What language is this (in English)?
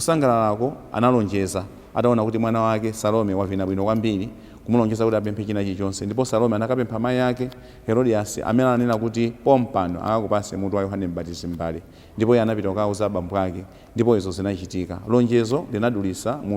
Nyanja